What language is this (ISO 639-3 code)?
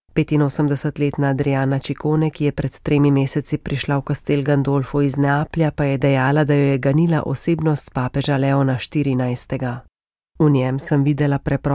slv